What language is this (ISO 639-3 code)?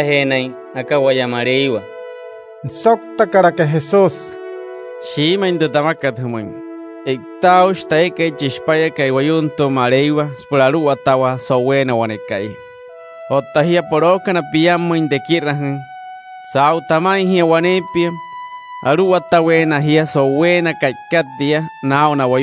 guc